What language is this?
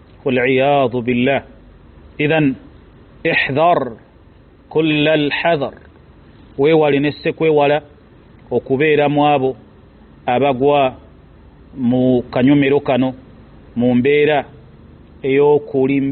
Ganda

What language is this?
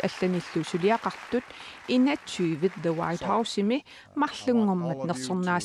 Kalaallisut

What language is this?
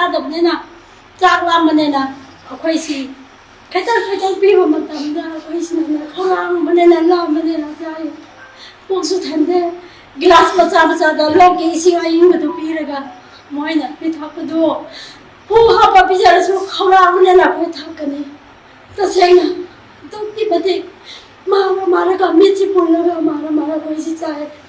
Manipuri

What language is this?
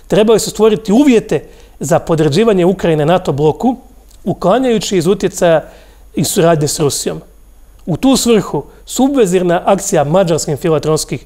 Croatian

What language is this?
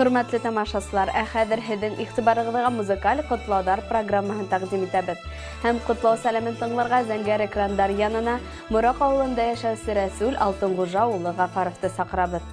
Bashkir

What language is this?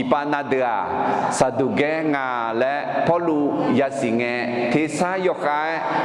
Akha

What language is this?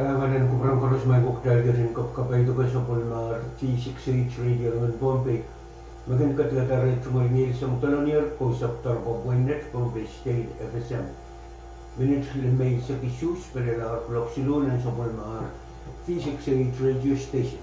Pohnpeian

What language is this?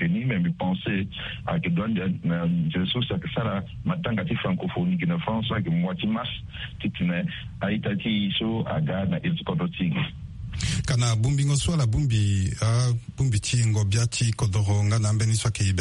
Sango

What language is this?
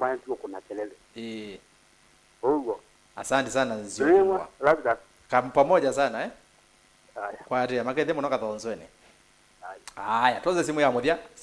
Kamba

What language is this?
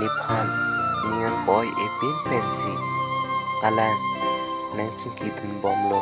Karbi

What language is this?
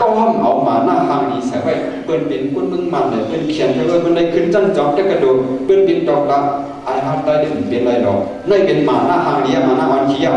Shan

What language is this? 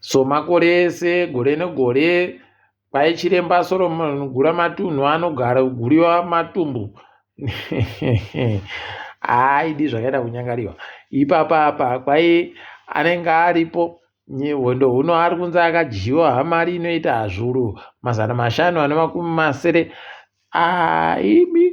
Ndau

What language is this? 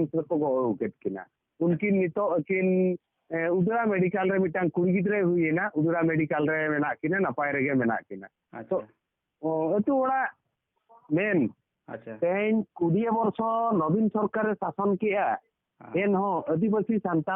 Santali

